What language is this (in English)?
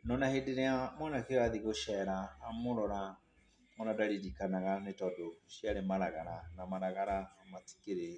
Kikuyu